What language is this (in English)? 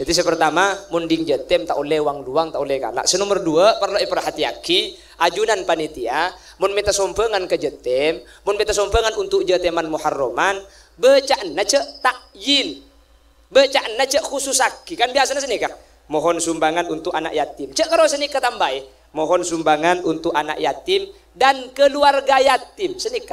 Madurese